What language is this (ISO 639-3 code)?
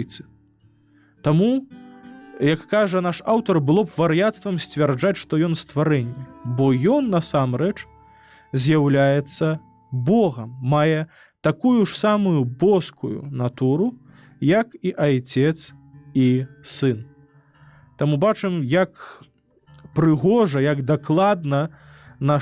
bel